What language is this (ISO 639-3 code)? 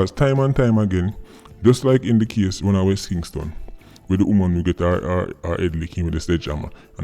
jam